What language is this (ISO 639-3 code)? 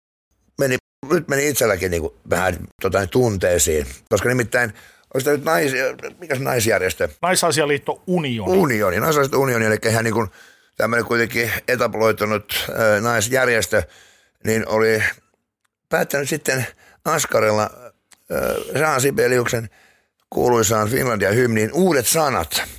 fin